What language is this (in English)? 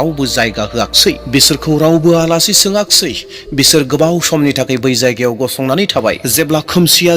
Bodo